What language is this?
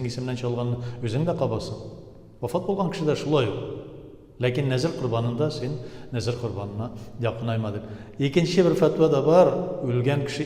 Tatar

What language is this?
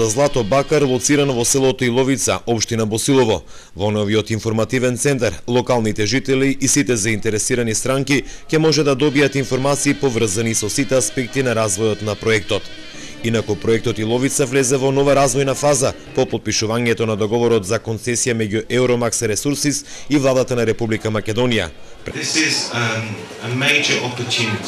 Macedonian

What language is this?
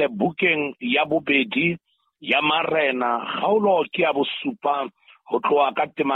Southern Sotho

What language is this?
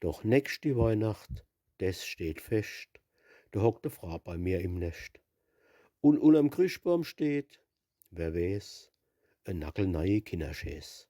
Palatine German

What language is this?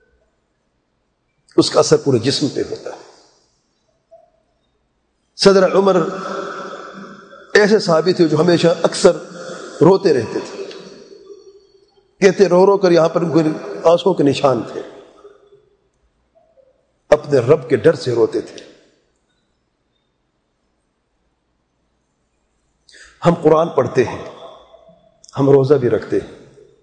Urdu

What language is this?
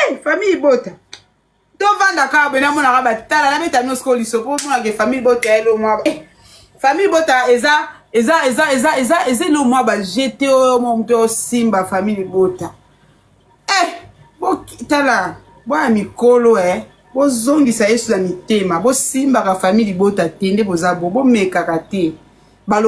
Lingala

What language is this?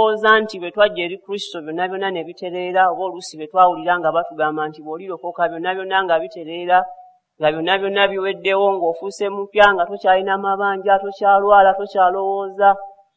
Ganda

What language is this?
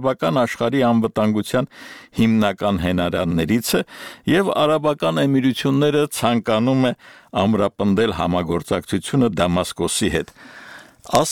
Armenian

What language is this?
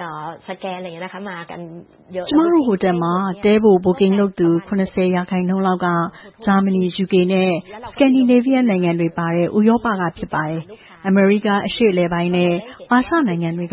Burmese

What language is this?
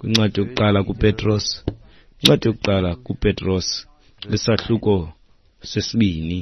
Xhosa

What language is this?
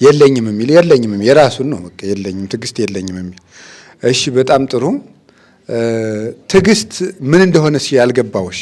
Amharic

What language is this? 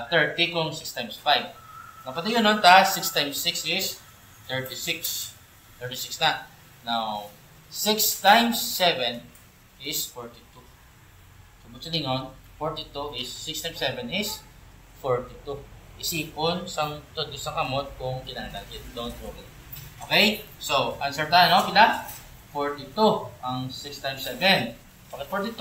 Hiligaynon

